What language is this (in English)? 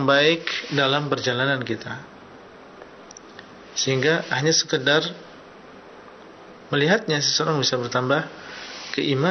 Indonesian